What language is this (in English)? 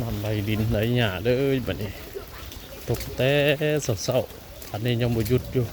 Northeastern Thai